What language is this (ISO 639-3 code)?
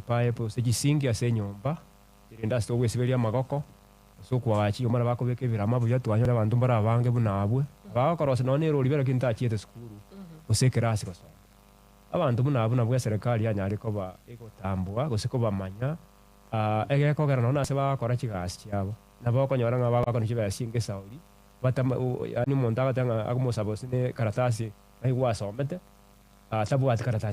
guz